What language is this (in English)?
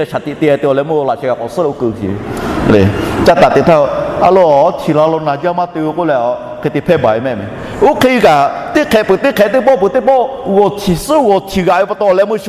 Lahu